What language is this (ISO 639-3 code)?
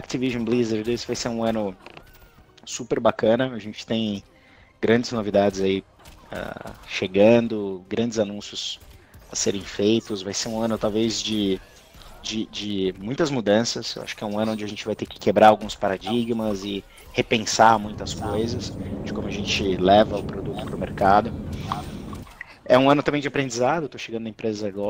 por